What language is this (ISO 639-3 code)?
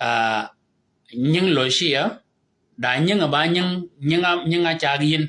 shk